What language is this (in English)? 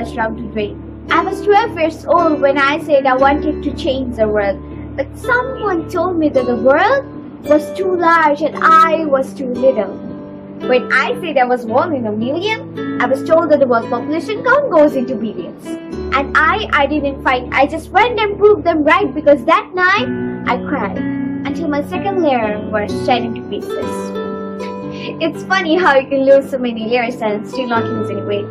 English